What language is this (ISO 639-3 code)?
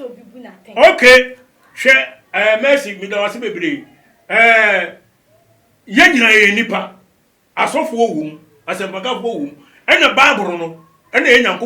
aka